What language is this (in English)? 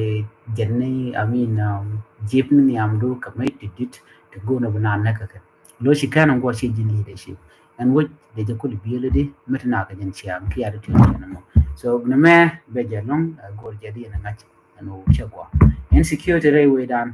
Nuer